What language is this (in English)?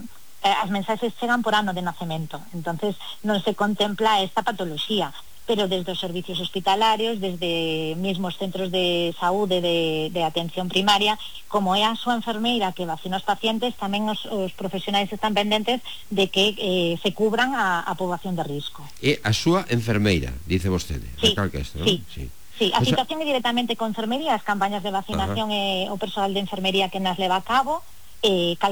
Galician